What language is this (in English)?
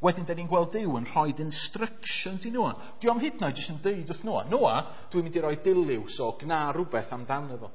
Welsh